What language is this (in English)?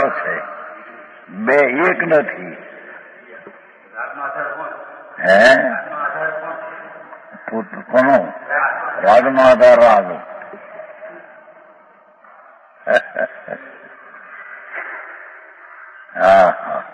Gujarati